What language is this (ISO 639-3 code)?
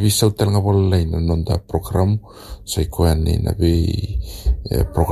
fij